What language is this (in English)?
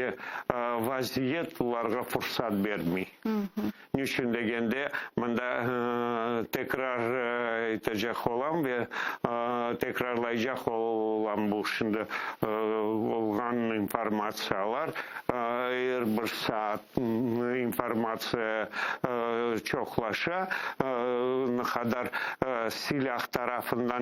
Crimean Tatar